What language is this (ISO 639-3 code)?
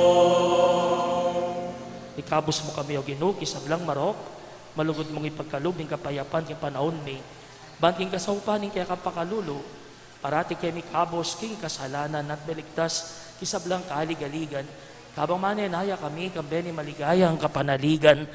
pam